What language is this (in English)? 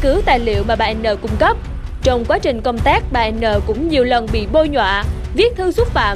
Vietnamese